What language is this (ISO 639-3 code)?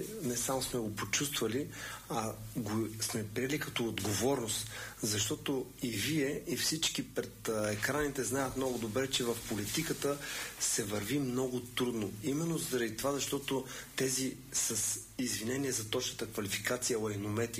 bul